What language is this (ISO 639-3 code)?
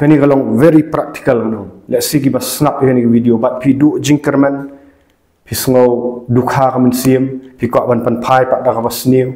kha